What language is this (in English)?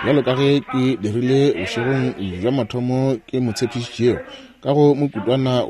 Northern Sotho